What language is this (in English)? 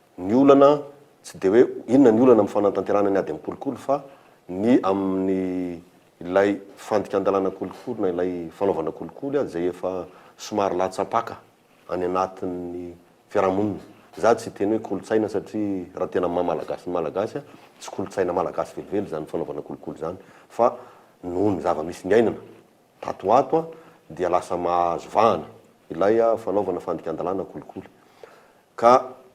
Malagasy